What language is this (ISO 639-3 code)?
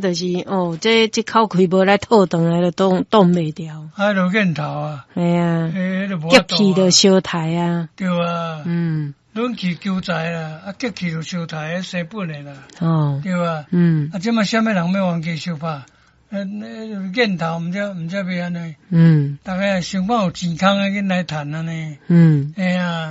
nan